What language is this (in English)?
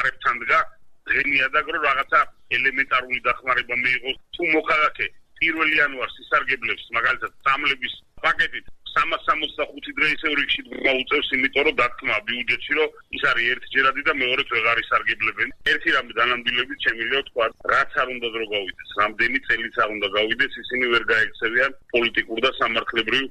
Georgian